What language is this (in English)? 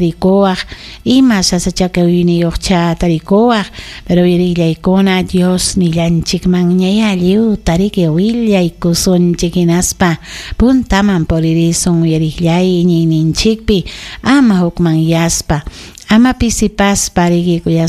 Ayacucho Quechua